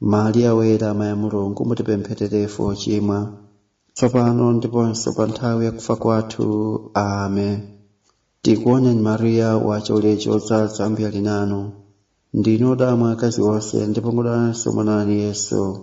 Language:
Nyanja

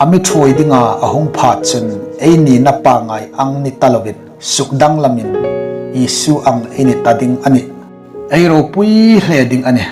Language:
Hmar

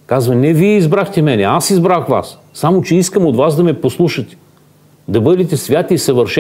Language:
Bulgarian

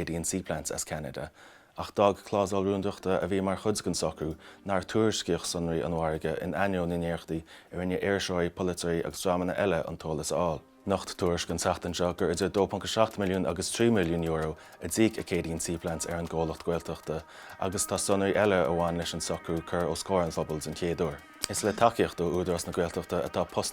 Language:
Irish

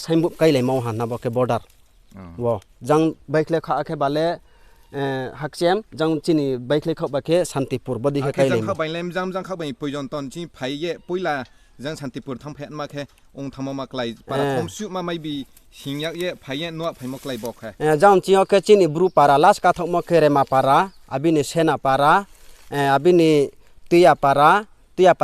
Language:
Riang (India)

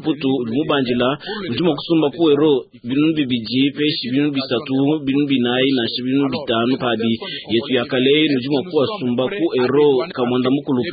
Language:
Luba-Lulua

